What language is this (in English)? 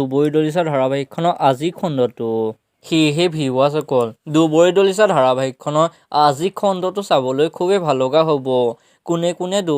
Assamese